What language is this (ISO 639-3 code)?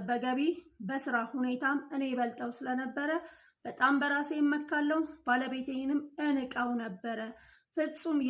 amh